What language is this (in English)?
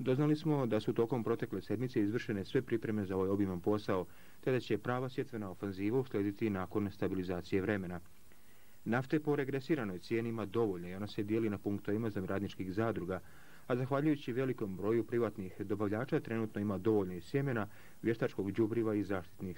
Bosnian